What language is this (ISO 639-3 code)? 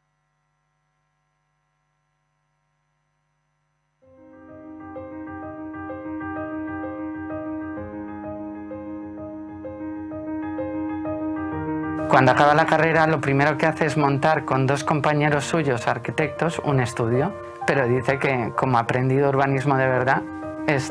spa